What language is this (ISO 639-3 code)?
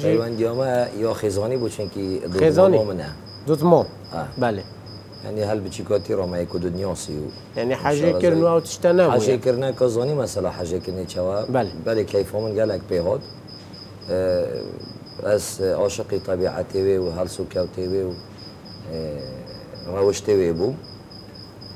kur